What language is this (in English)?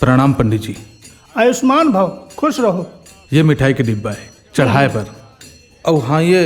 Chhattisgarhi